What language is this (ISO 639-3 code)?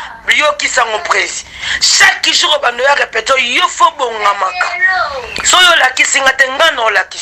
lin